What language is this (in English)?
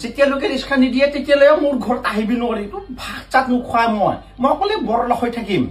Assamese